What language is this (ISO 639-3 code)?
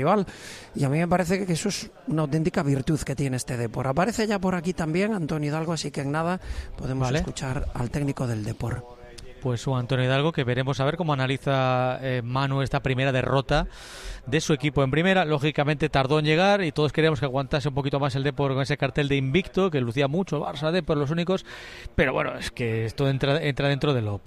spa